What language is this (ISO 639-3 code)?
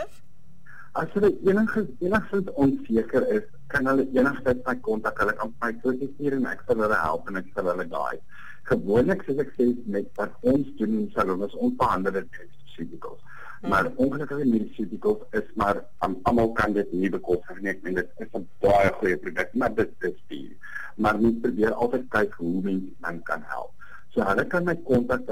afr